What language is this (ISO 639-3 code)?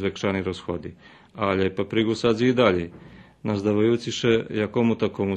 rue